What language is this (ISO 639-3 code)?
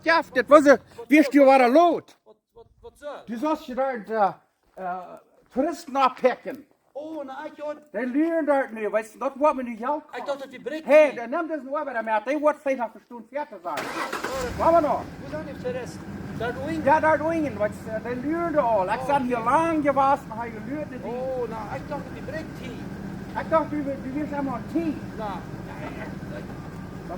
pdt